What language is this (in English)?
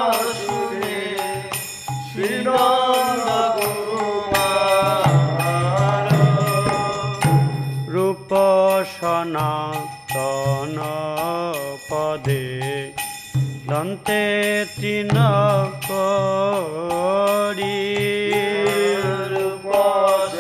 Bangla